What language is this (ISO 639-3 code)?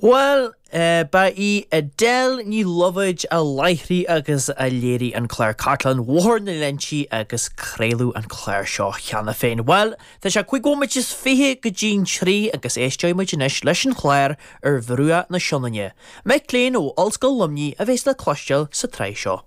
gle